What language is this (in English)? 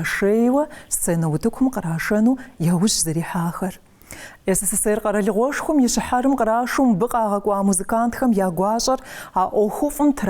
Kabardian